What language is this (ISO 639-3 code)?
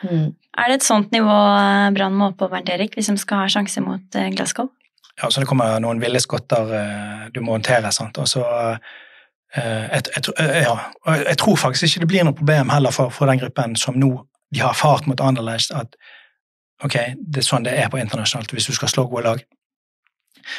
nor